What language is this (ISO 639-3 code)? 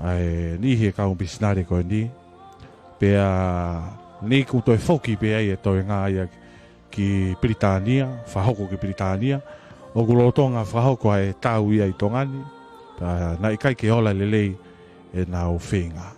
ton